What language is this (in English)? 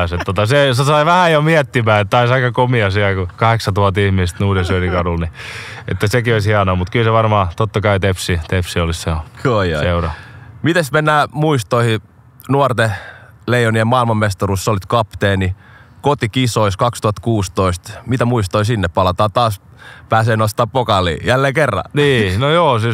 Finnish